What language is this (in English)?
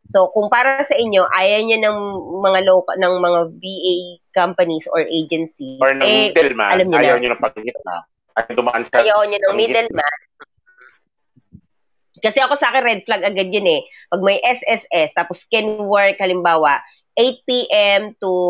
Filipino